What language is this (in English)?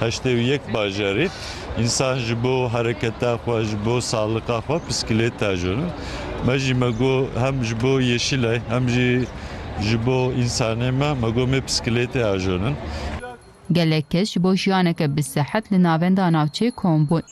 Kurdish